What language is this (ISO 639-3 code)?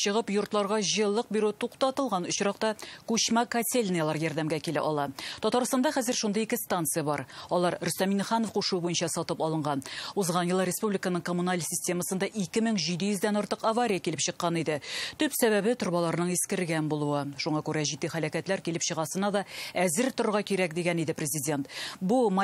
tat